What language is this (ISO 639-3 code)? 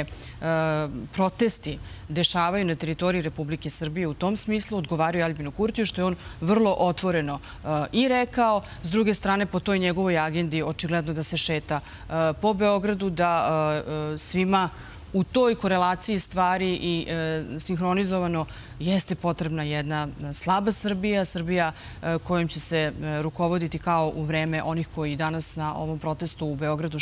srp